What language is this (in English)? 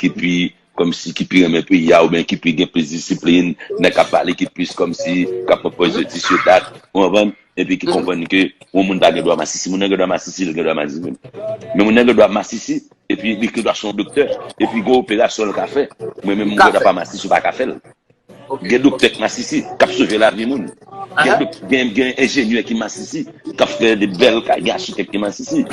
Haitian Creole